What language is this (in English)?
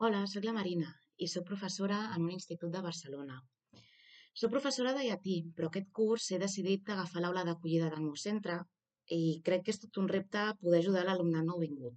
Catalan